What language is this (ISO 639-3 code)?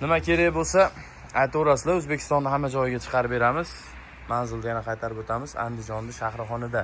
uzb